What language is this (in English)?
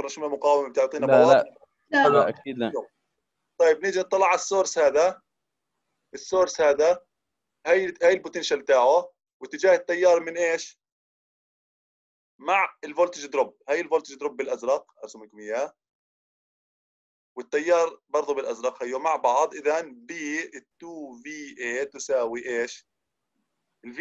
South Levantine Arabic